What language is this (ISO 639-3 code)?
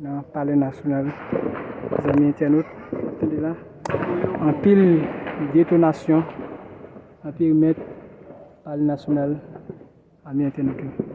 hat